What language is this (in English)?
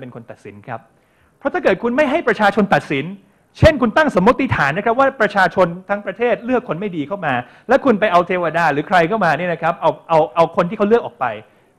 Thai